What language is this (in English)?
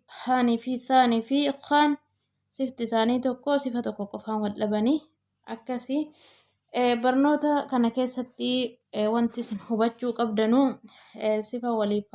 Oromo